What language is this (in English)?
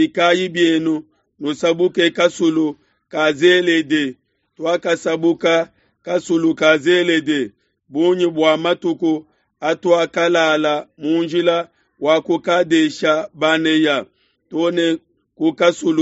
Luba-Lulua